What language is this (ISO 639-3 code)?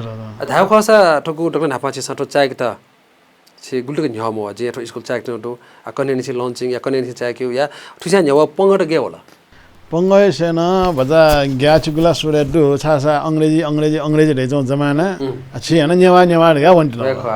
new